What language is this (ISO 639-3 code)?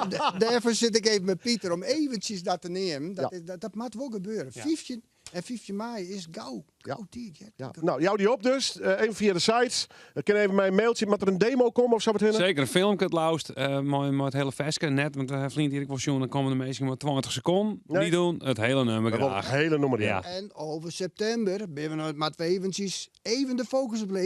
fry